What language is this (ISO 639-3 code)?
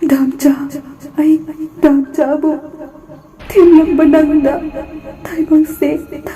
mni